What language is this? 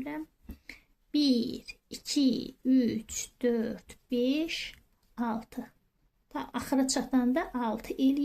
Azerbaijani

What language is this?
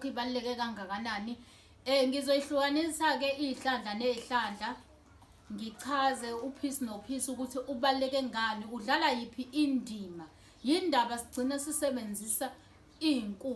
Zulu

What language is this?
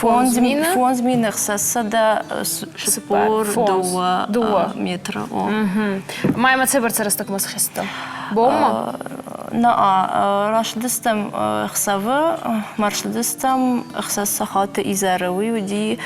Ossetic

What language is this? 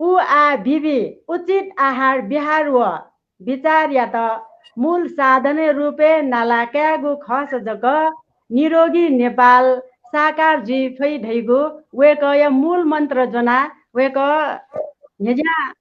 Newari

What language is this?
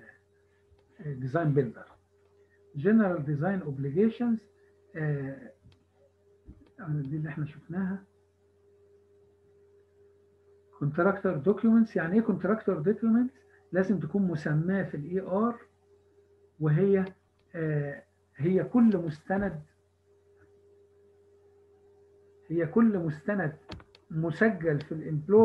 Egyptian Arabic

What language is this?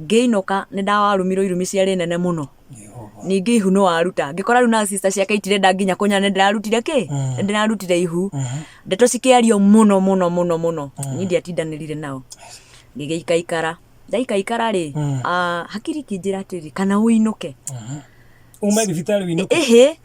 Kikuyu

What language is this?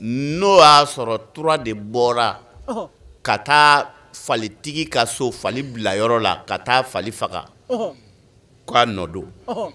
Bambara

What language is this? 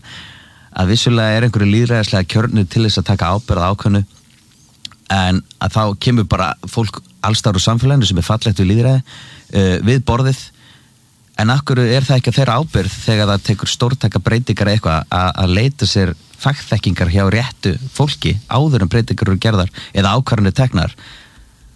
Icelandic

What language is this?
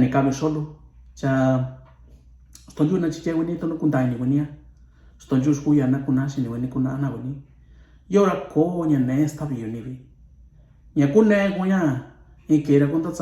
Mixtepec Mixtec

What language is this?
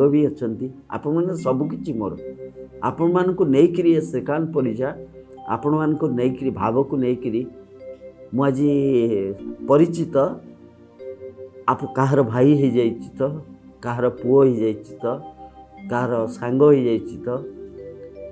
Odia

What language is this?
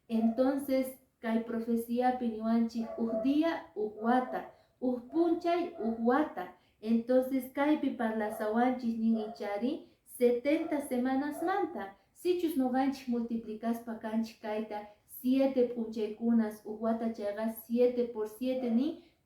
Quechua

